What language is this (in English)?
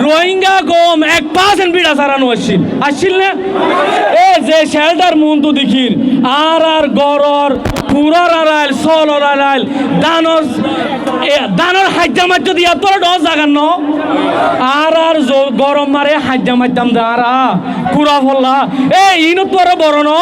Rohingya